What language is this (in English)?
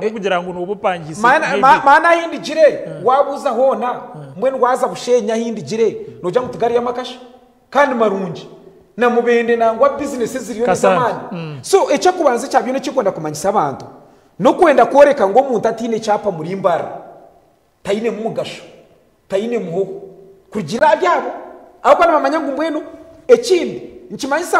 Nyankole